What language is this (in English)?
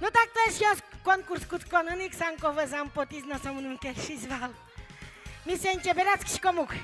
Udmurt